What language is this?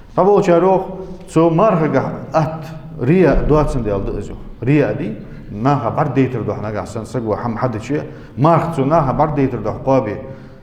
Ingush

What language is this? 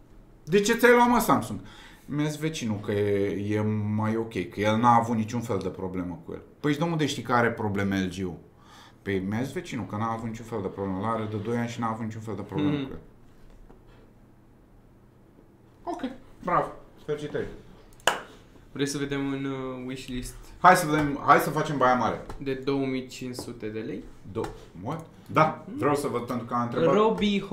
Romanian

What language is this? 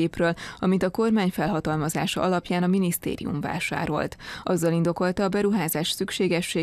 Hungarian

